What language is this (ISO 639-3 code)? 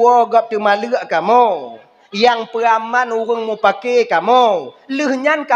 ace